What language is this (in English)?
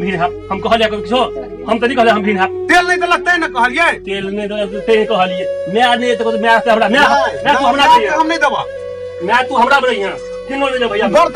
Maithili